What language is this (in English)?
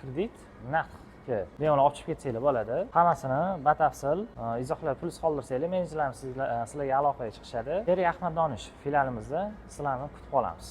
Uzbek